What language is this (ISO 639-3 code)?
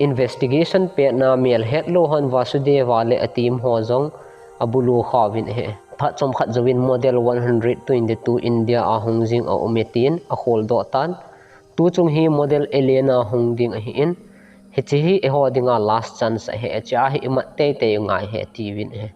tcz